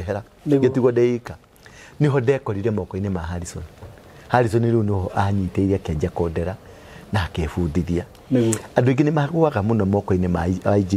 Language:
Kikuyu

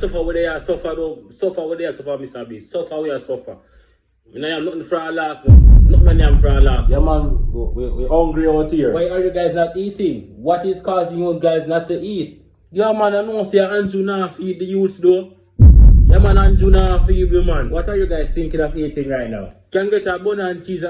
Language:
Jamaican Creole English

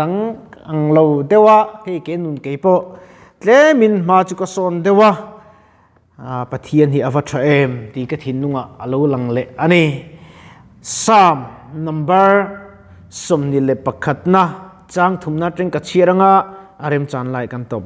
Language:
Mizo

